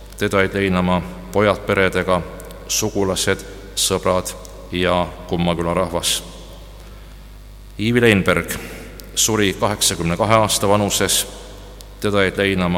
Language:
Estonian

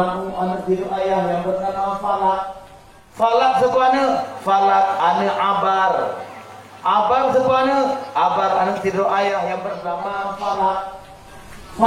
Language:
Achinese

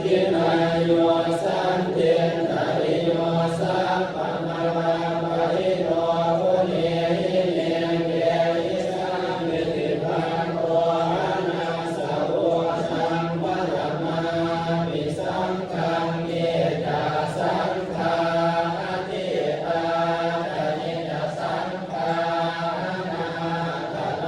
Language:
Pali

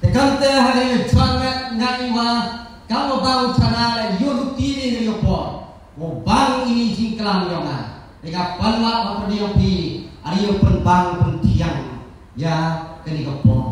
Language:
Khasi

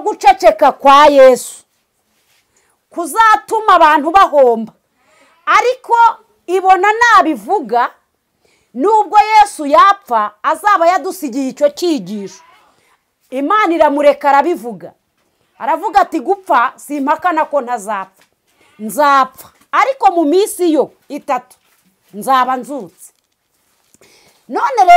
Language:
Kinyarwanda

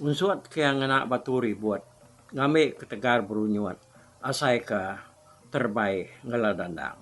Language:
Iban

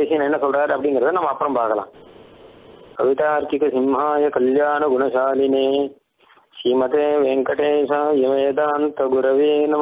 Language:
Tamil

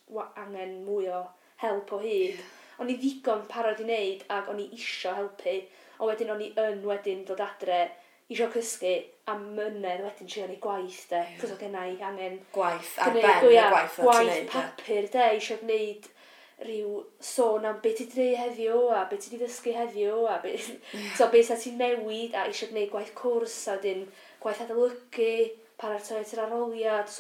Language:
Welsh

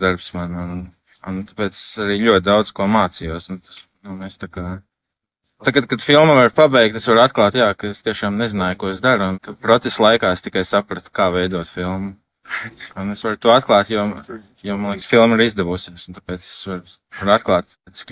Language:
Latvian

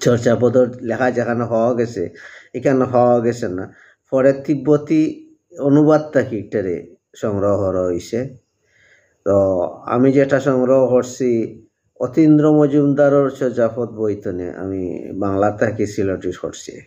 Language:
Sylheti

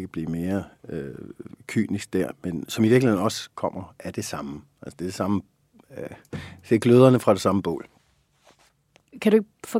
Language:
Danish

